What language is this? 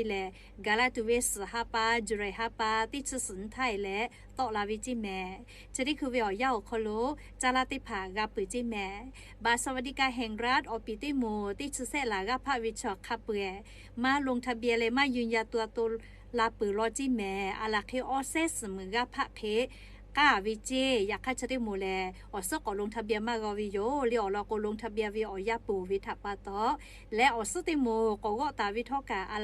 Lahu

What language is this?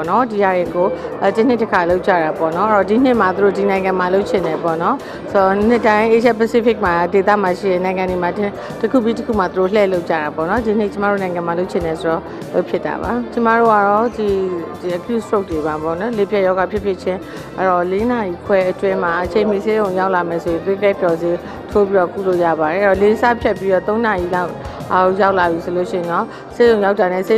Burmese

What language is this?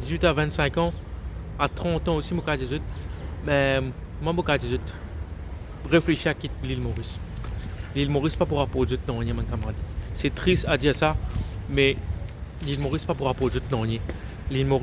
Morisyen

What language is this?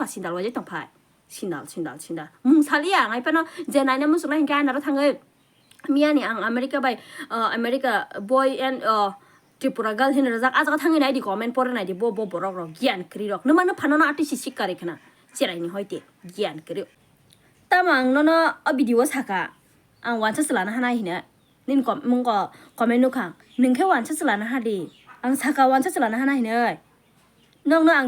Kok Borok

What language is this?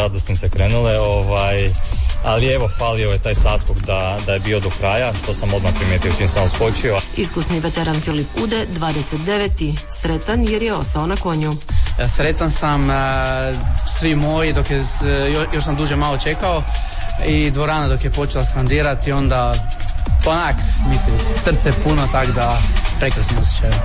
Croatian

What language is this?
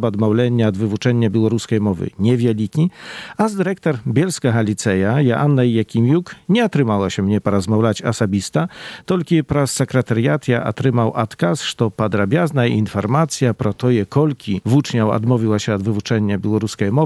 Belarusian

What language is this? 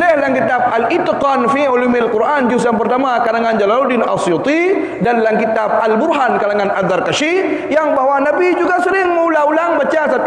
Achinese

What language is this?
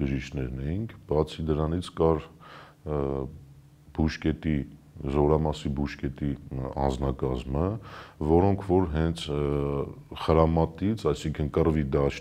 Armenian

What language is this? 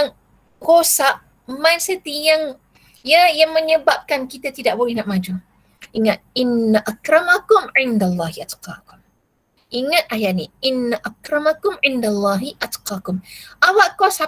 Malay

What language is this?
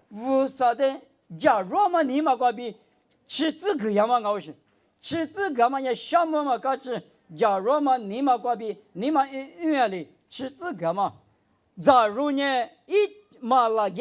Lisu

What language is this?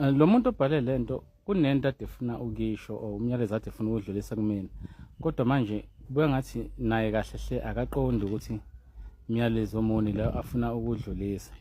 Zulu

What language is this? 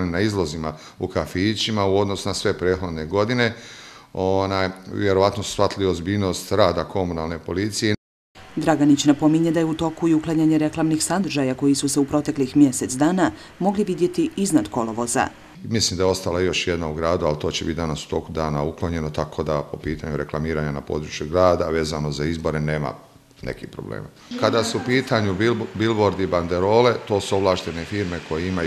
Bosnian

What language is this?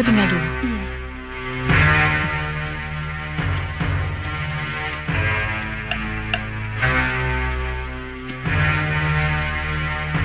Indonesian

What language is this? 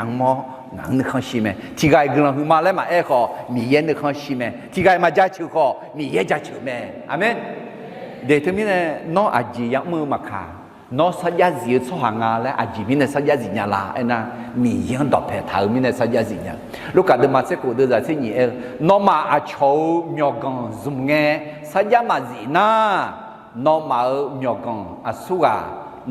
Akha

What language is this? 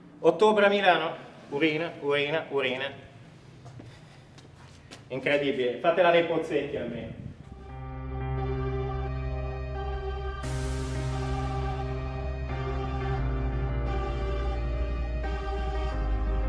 Italian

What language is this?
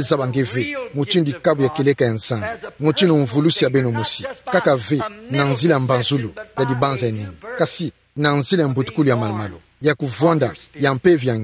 Kituba (Democratic Republic of Congo)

